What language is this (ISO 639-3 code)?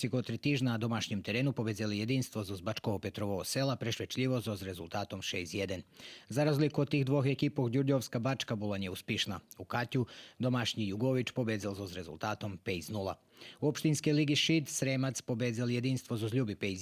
rue